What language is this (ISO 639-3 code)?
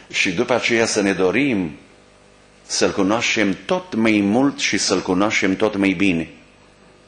ron